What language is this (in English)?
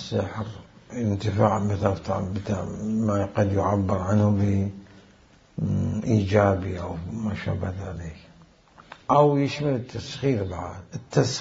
Mesopotamian Arabic